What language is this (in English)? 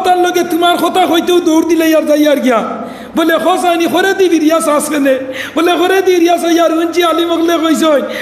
Sylheti